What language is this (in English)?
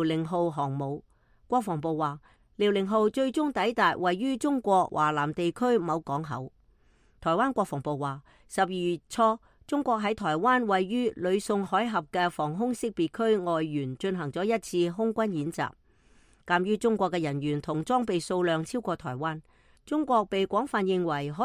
Cantonese